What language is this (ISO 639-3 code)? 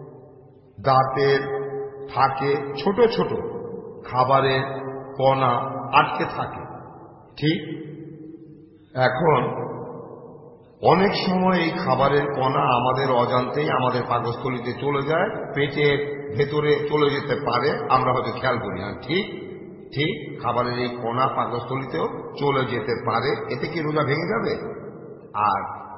ben